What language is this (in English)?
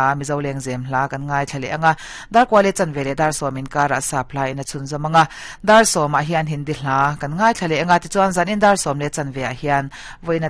Mizo